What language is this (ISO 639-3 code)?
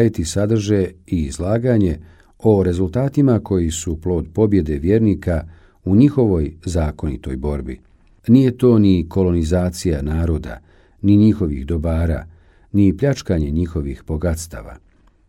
bos